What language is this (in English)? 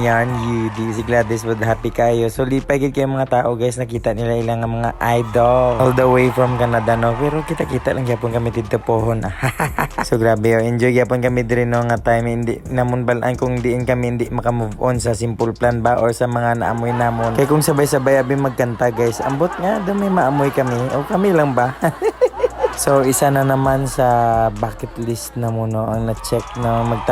Hiligaynon